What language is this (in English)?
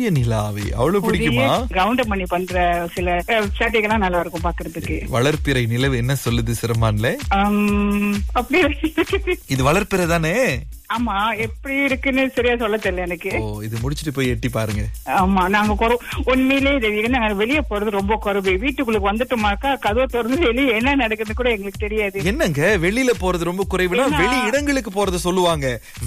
Tamil